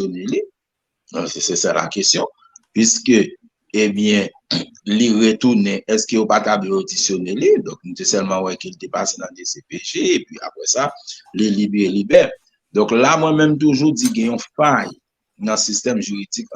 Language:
Haitian Creole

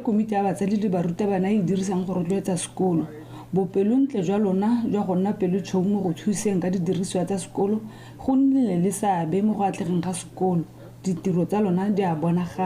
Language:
Tswana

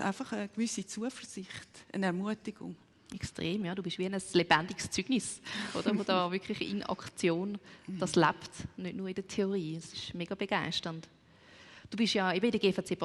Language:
Swiss German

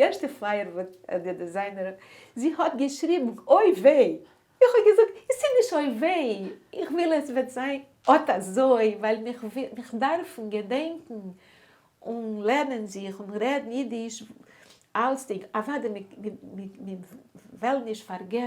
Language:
Yiddish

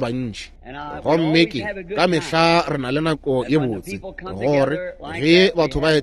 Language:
Northern Sotho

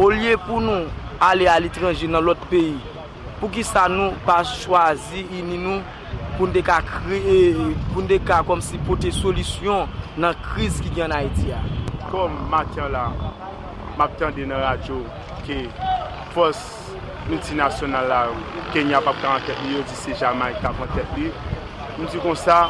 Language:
Haitian Creole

